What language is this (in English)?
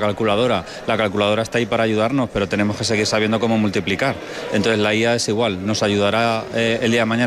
Spanish